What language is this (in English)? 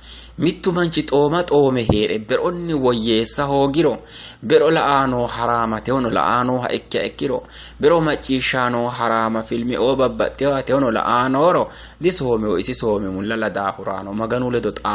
Sidamo